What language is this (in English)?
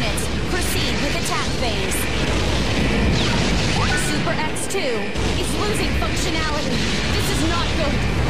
English